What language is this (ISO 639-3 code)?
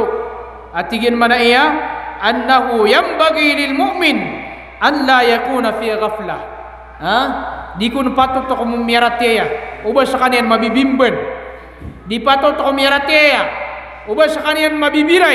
mrw